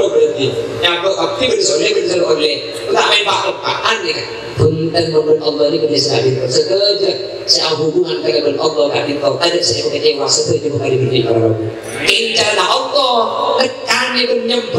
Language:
Madurese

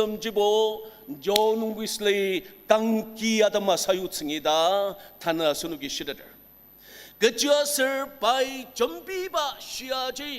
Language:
Ao Naga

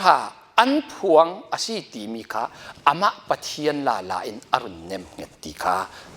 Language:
Falam Chin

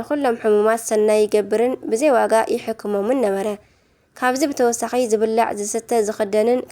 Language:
Tigrinya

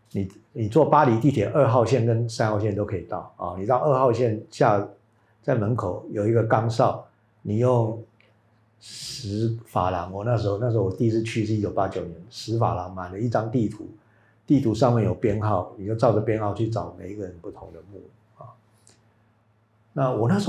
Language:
Chinese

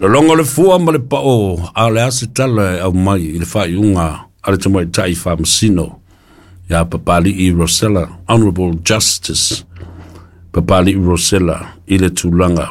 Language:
Samoan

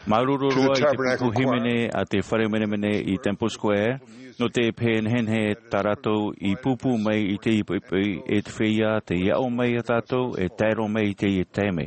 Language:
Tahitian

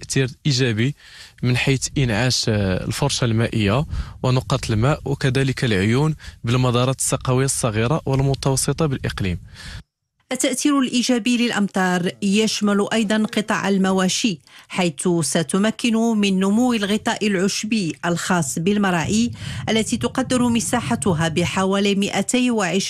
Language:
Arabic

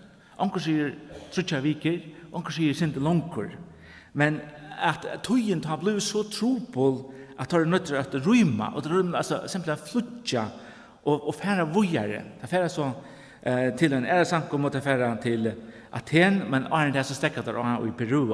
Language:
Faroese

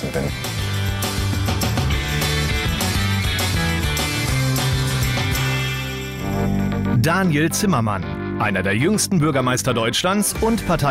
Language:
German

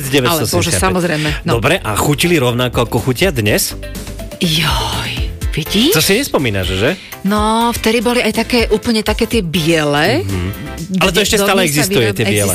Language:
Slovak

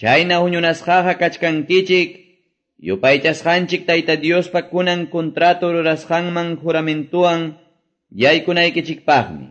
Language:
Quechua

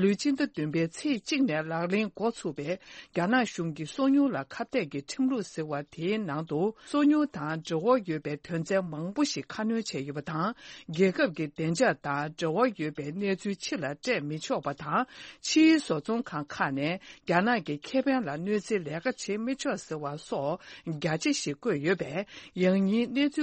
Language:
Tibetan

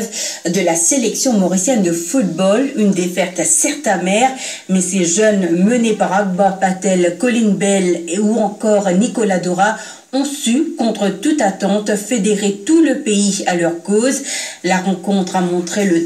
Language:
French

